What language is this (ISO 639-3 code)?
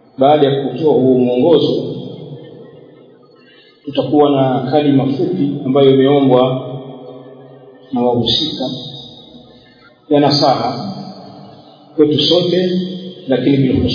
swa